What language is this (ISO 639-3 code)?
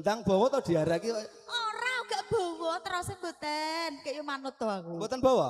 jav